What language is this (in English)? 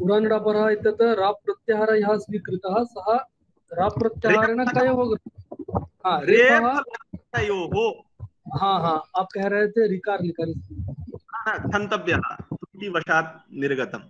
Sanskrit